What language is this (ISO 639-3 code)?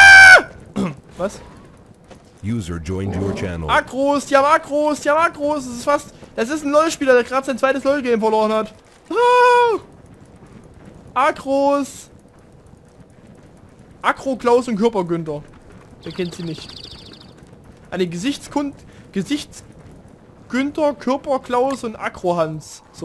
deu